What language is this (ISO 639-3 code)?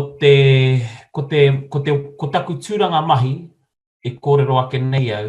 mri